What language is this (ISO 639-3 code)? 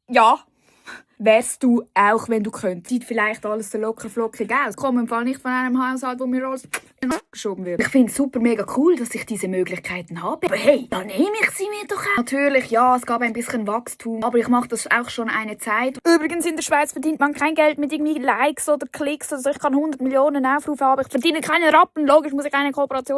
gsw